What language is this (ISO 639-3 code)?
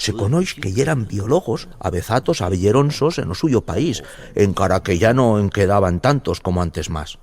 arg